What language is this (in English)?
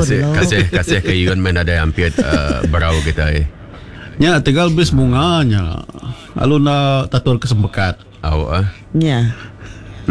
Iban